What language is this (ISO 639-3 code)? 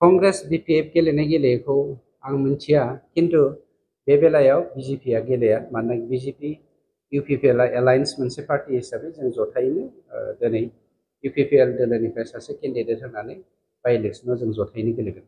brx